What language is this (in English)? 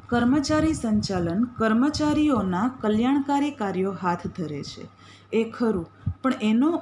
Gujarati